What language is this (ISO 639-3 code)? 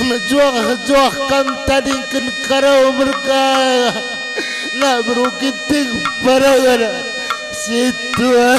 btx